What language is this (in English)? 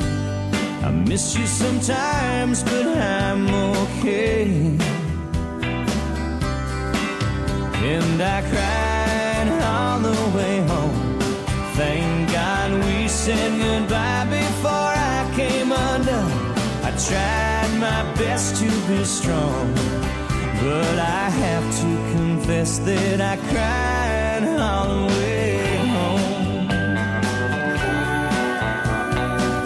English